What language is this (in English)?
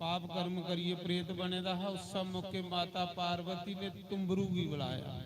Dogri